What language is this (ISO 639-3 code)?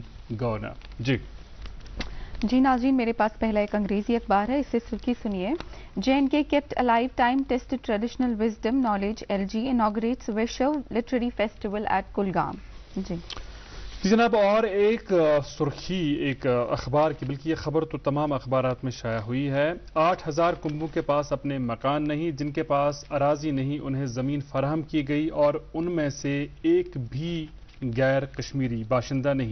urd